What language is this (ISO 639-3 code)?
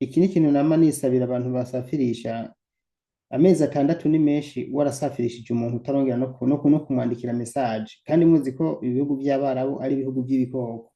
run